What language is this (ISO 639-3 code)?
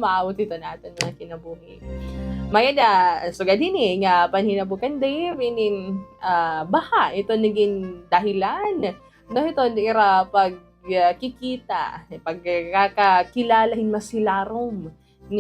war